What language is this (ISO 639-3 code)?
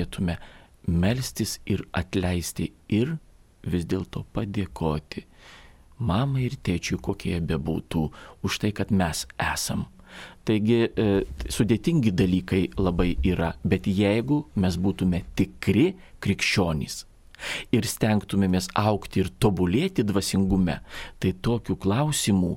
lit